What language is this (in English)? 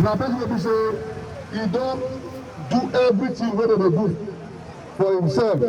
Nigerian Pidgin